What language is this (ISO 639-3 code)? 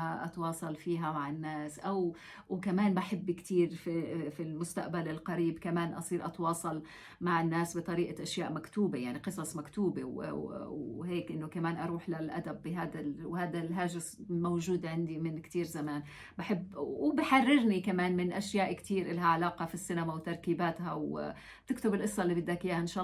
apc